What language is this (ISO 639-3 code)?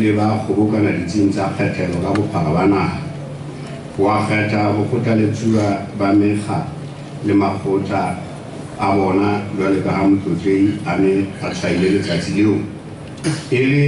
sot